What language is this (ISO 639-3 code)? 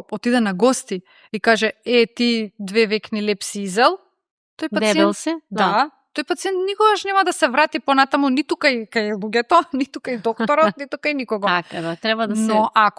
mkd